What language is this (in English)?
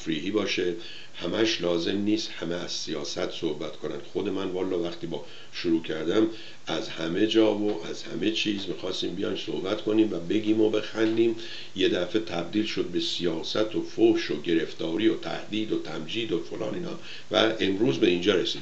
Persian